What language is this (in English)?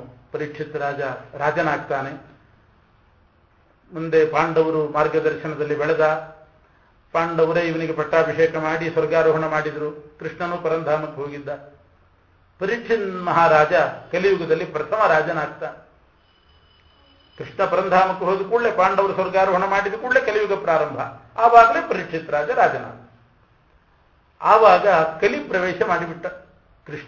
Kannada